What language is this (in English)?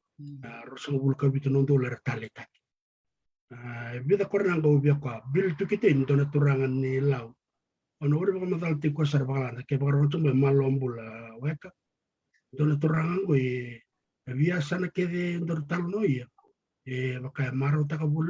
Fijian